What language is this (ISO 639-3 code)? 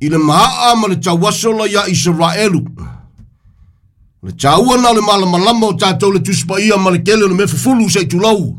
smo